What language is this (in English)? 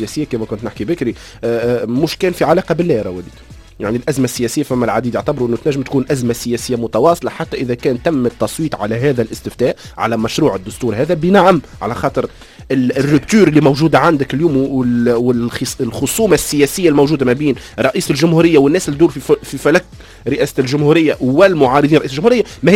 Tunisian Arabic